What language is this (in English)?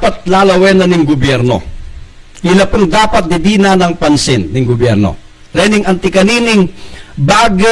Pampanga